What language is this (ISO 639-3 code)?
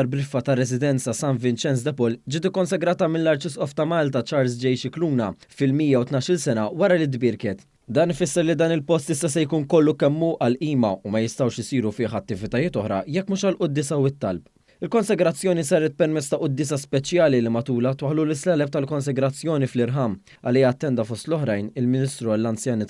mlt